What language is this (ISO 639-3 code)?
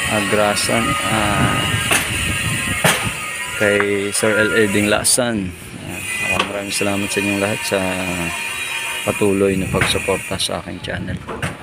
fil